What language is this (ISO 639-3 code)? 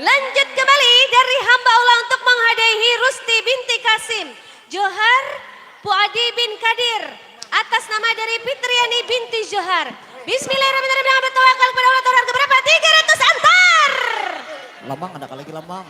bjn